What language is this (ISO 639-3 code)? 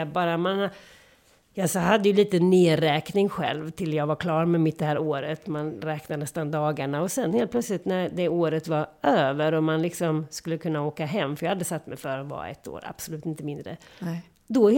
swe